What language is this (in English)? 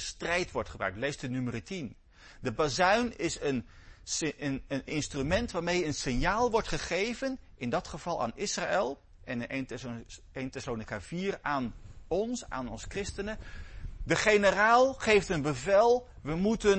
Dutch